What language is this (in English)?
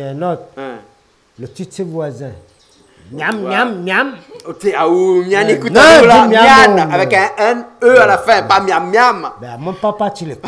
Réunion Creole French